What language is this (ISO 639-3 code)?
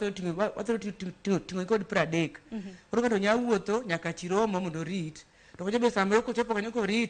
luo